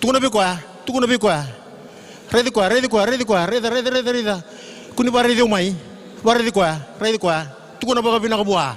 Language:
Fijian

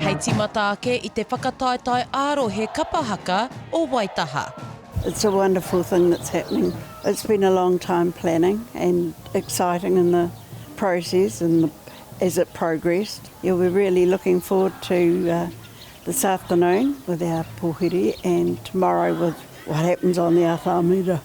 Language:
Māori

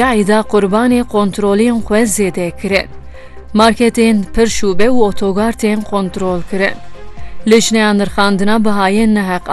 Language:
Kurdish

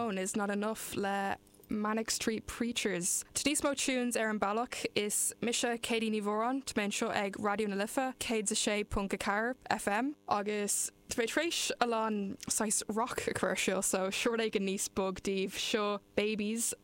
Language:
Irish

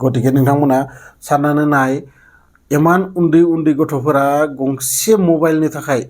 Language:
Bodo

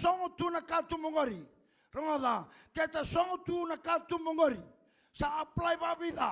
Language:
Fijian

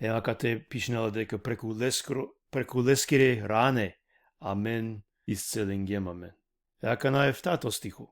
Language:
Balkan Romani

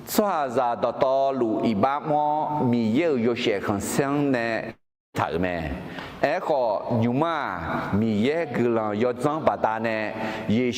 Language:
Akha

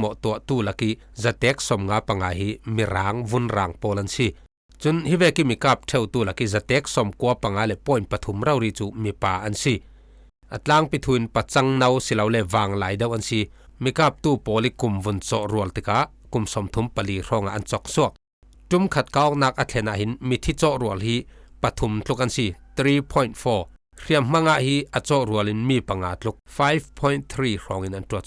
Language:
Falam Chin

